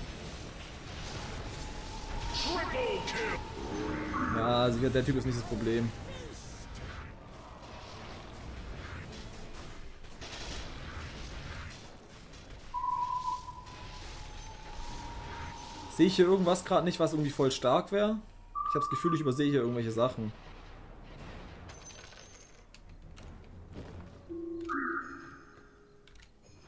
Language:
German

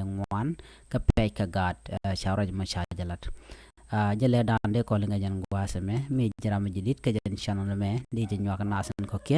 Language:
Nuer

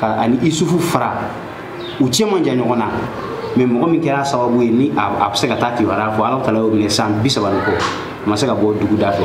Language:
Bambara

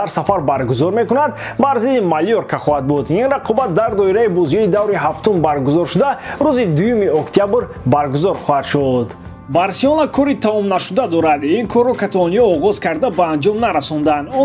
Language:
Tajik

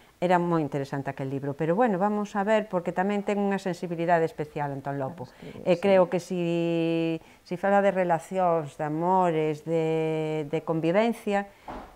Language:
Galician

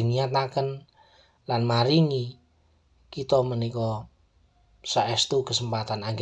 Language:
Javanese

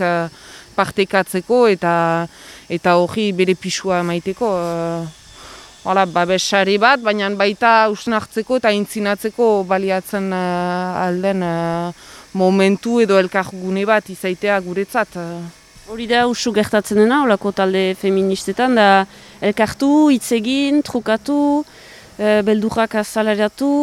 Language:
Basque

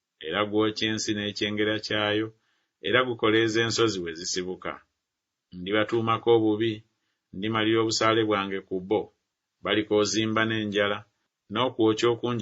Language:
Ganda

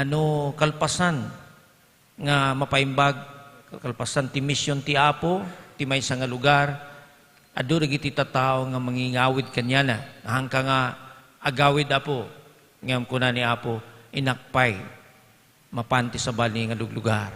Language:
Iloko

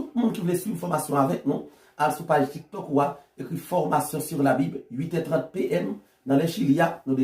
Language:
Haitian Creole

